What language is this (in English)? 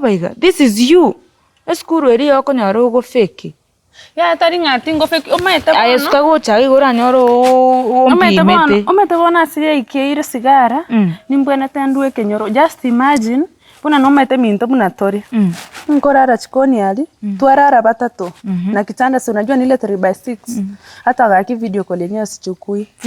Gusii